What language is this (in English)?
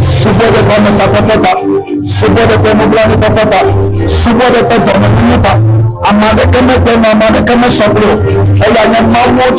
Ewe